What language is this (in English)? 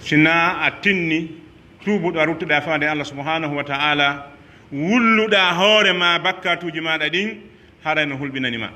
Pular